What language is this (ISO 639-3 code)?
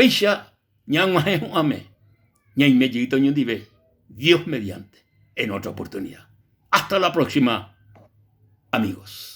grn